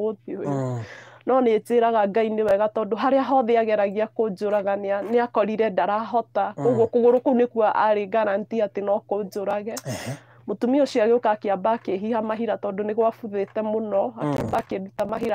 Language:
Kikuyu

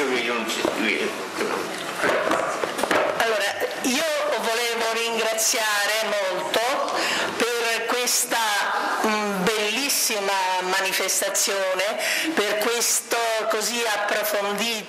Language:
Italian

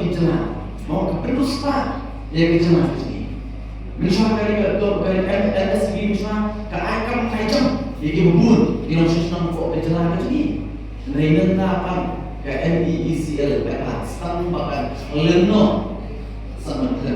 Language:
Khasi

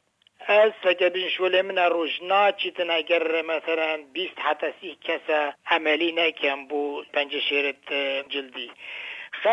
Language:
Kurdish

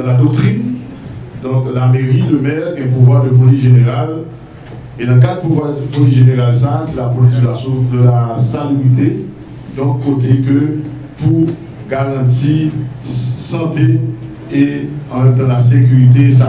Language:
Haitian Creole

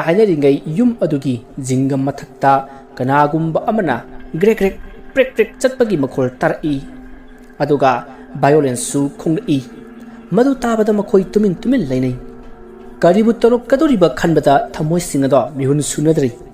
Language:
Manipuri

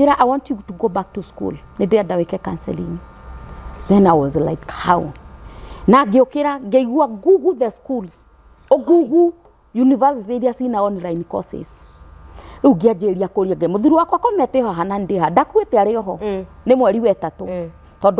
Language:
Kikuyu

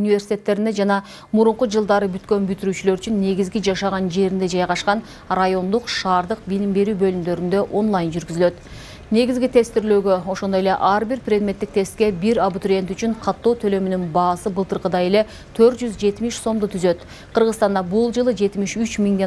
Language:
Kyrgyz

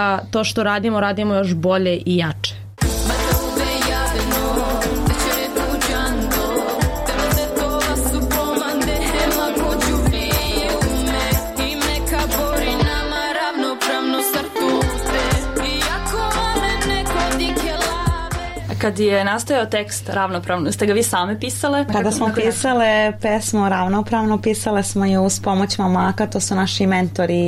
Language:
Serbian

